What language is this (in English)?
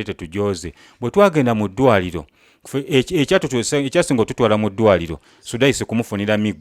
Ganda